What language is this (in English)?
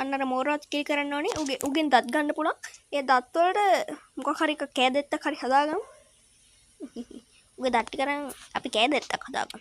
Sinhala